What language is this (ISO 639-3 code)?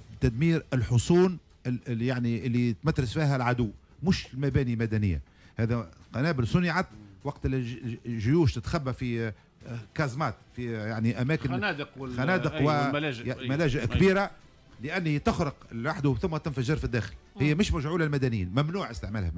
aeb